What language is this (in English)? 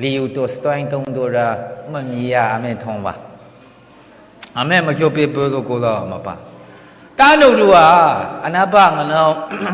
Maru